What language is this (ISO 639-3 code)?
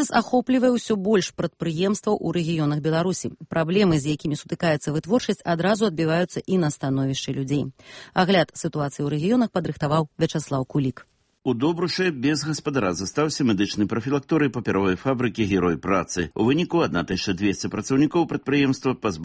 bel